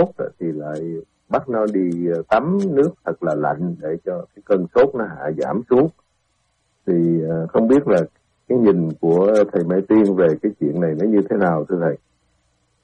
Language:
Vietnamese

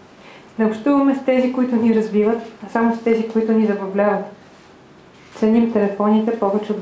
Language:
Bulgarian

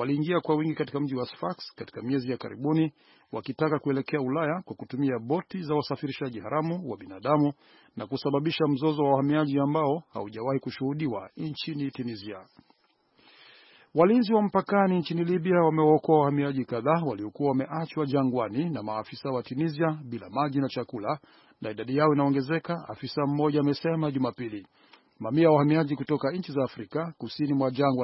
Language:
Swahili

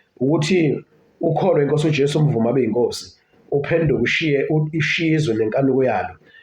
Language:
Zulu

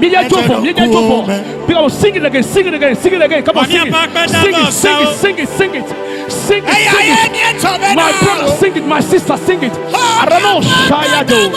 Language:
Ewe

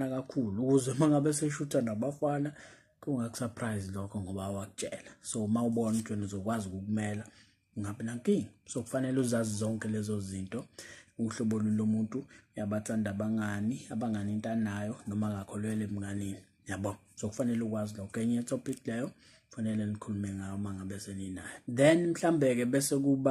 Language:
Zulu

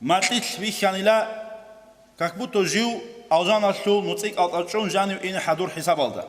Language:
Avaric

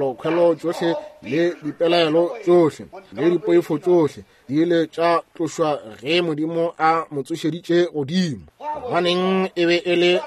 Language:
Northern Sotho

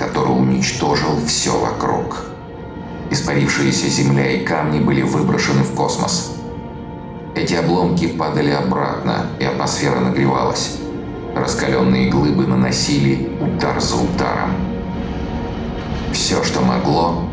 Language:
Russian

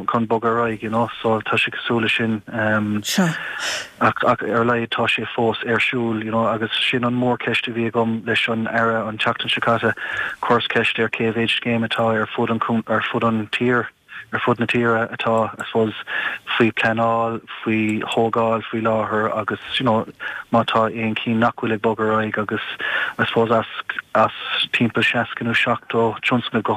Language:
Irish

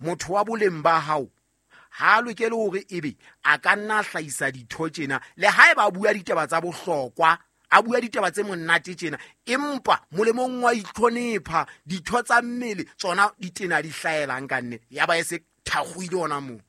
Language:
Southern Sotho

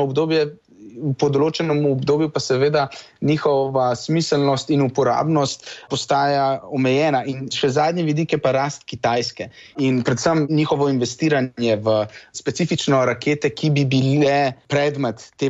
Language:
Slovenian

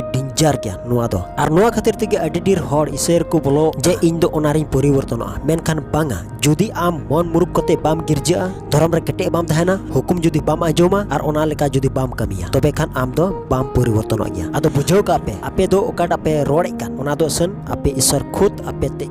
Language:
Santali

